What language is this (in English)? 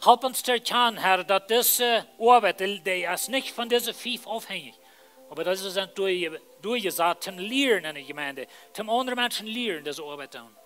Plautdietsch